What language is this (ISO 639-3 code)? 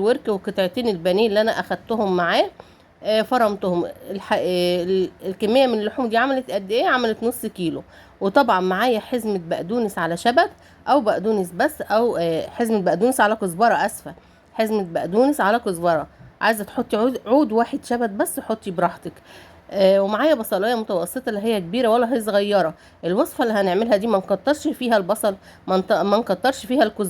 arz